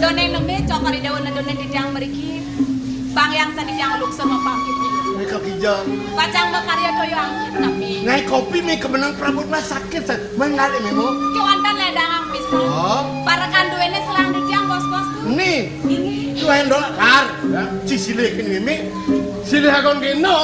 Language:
Balinese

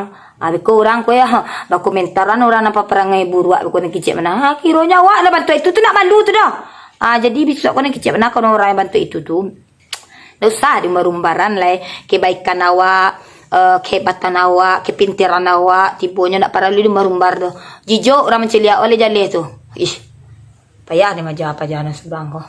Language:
Minangkabau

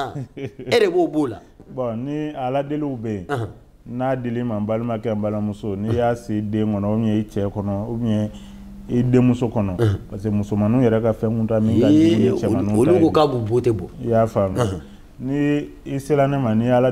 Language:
Bambara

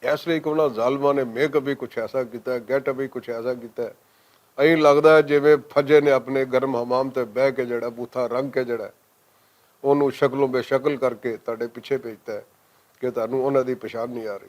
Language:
Western Panjabi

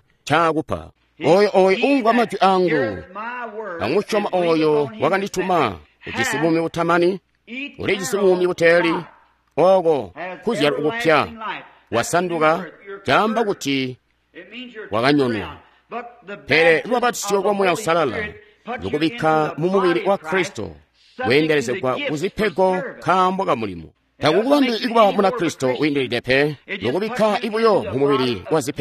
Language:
Tonga (Zambia)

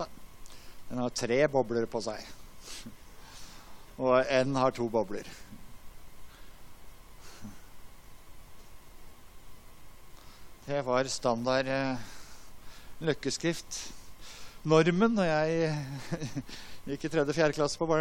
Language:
Norwegian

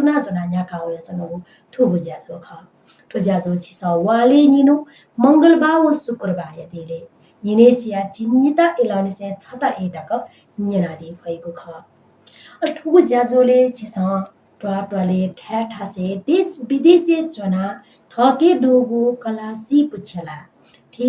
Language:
Newari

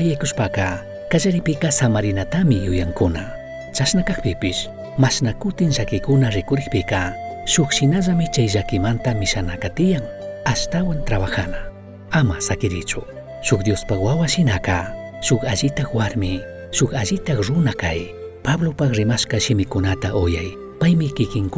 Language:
Chimborazo Highland Quichua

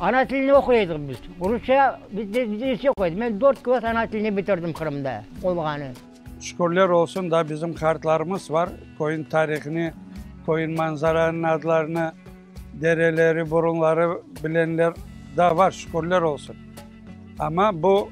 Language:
Crimean Tatar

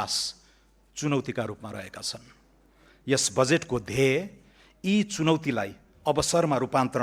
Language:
Nepali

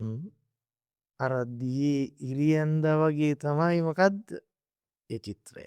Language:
Sinhala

